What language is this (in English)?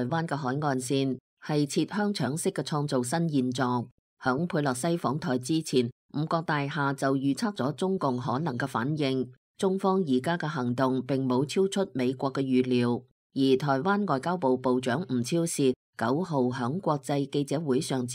Cantonese